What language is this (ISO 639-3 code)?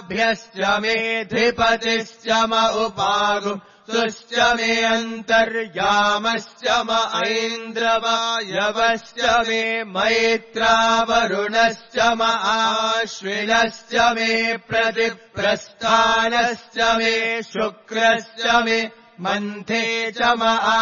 san